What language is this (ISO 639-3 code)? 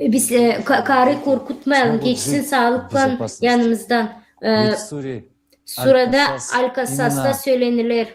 gag